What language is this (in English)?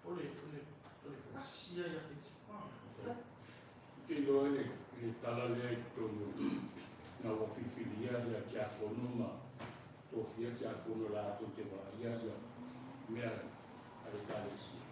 Samoan